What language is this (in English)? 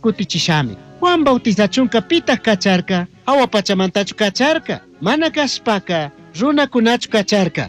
Chimborazo Highland Quichua